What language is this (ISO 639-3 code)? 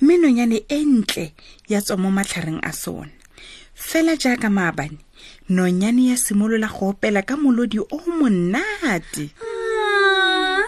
tsn